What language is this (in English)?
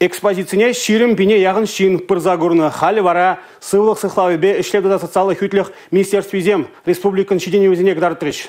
Chuvash